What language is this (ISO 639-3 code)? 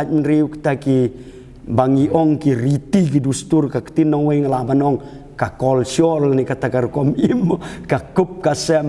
kha